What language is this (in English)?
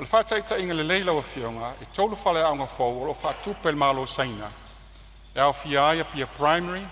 Samoan